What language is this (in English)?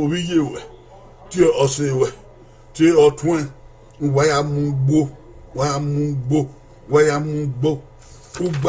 Bini